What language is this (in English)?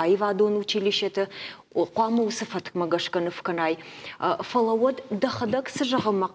Ossetic